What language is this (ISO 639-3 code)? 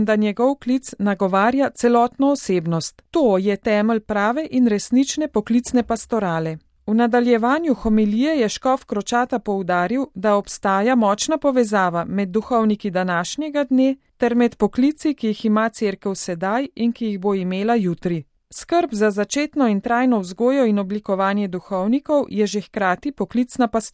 slv